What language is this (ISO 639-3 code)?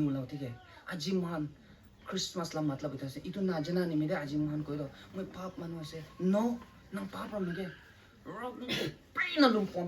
nbu